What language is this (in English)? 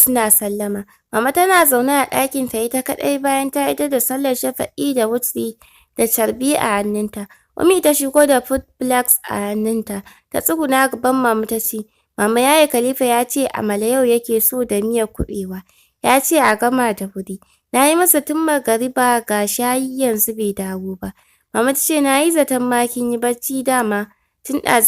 Hausa